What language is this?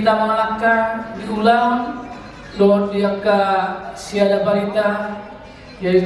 Batak Toba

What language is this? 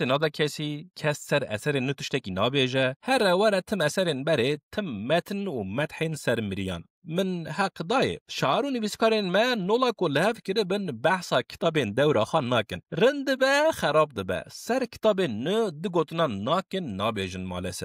Kurdish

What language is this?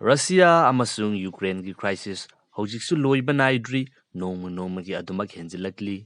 Manipuri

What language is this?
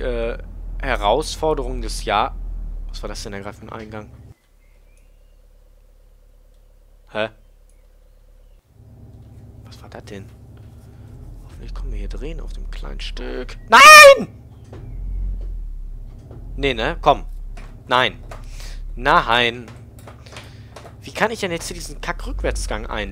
German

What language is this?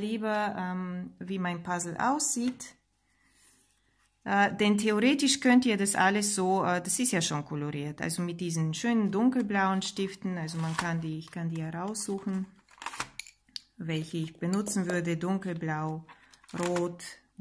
German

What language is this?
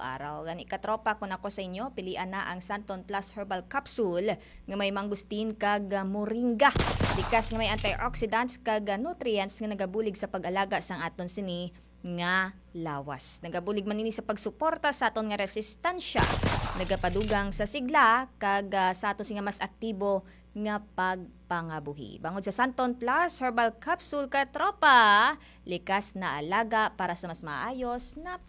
Hiligaynon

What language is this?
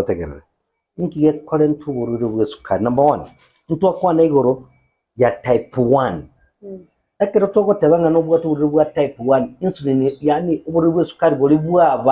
Gusii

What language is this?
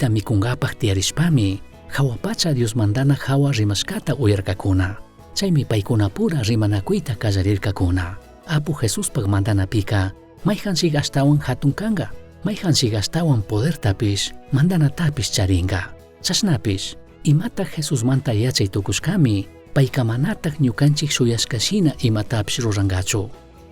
Chimborazo Highland Quichua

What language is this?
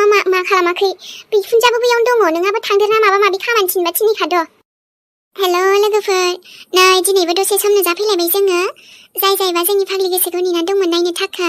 Bodo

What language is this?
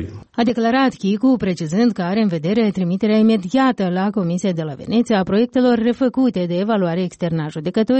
Romanian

